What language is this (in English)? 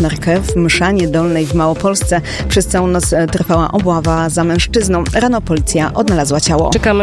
Polish